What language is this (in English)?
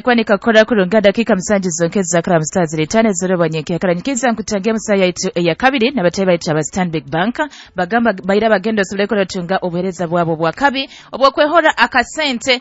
Nyoro